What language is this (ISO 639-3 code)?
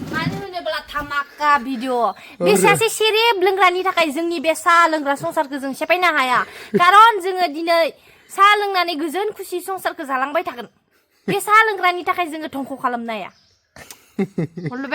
brx